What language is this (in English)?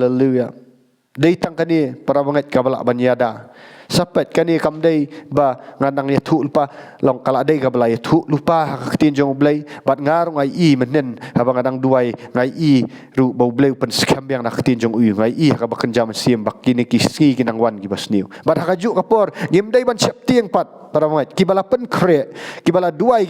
Khasi